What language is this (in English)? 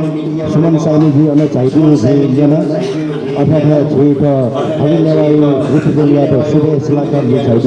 Newari